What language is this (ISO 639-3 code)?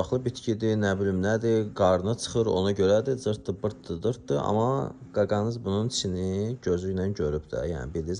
aze